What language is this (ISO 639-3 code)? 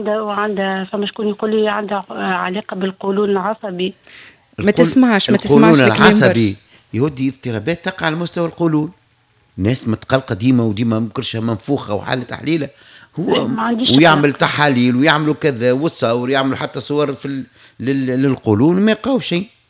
aeb